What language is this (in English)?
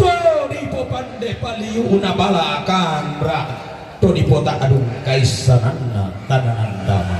Toraja-Sa'dan